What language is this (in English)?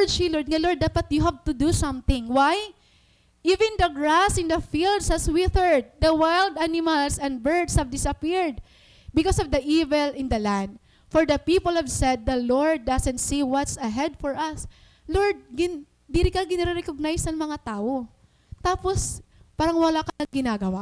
Waray